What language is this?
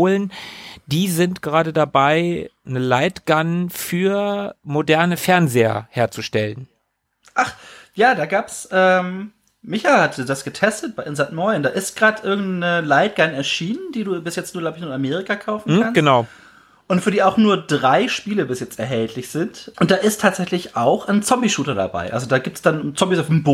German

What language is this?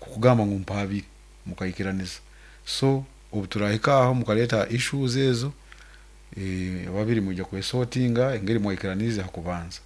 Nyankole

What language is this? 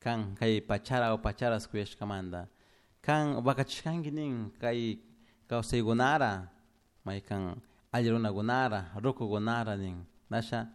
Chimborazo Highland Quichua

